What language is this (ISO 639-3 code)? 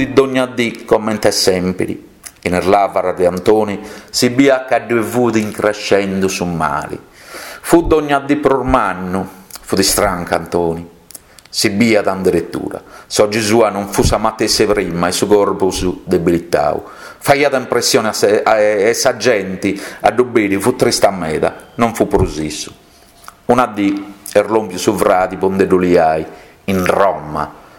srd